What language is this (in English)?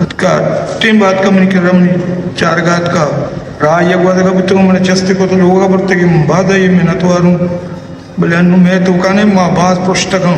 Baluchi